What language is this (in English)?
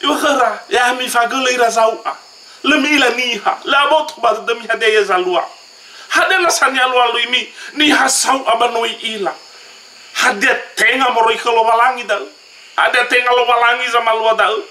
Nias